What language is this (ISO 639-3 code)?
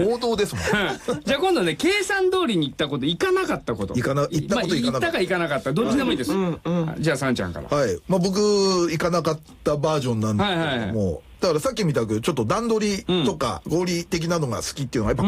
jpn